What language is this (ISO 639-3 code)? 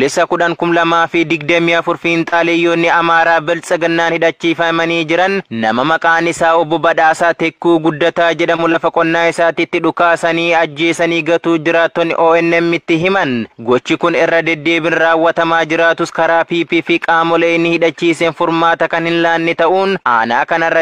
orm